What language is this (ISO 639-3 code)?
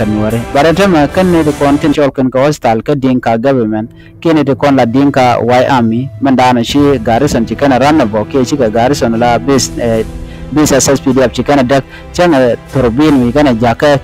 nus